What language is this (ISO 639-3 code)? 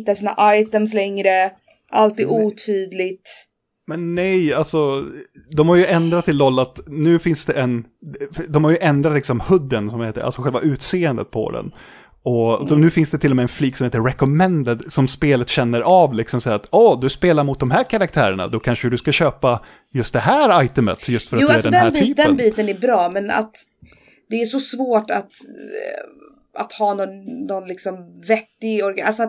swe